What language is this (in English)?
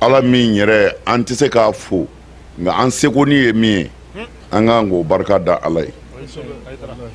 Bambara